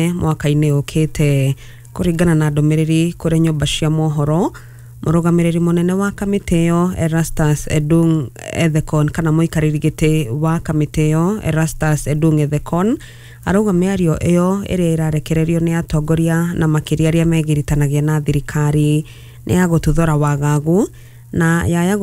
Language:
Kikuyu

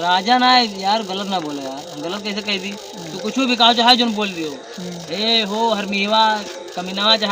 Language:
Awadhi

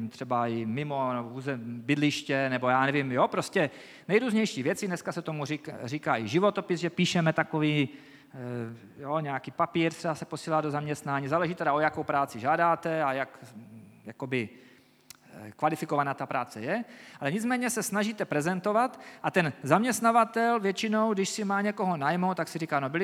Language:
Czech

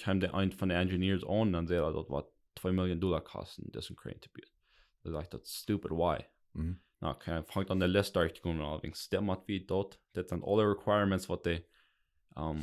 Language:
Plautdietsch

